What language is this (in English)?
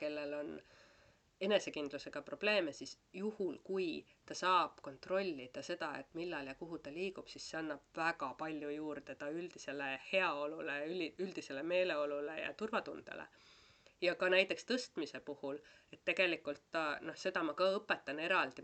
Estonian